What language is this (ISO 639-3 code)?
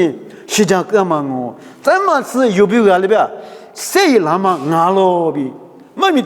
lis